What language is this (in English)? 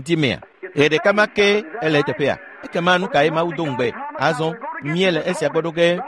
Ewe